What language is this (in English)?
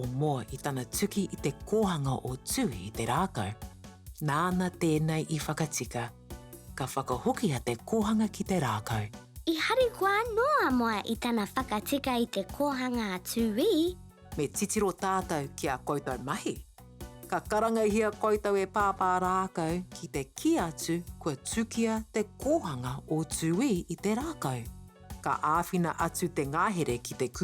Māori